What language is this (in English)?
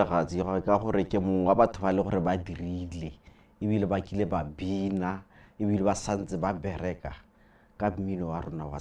Tswana